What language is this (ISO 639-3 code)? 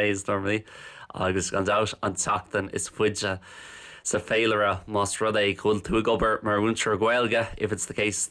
gle